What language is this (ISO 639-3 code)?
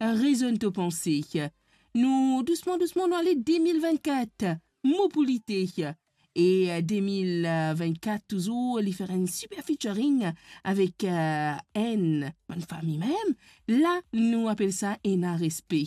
mfe